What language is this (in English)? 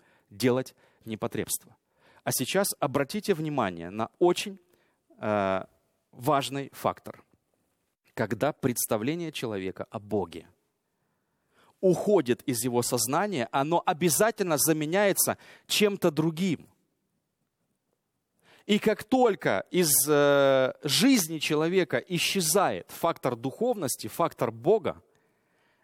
Russian